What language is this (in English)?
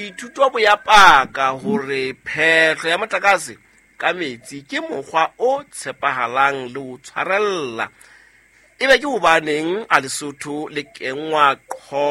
Southern Sotho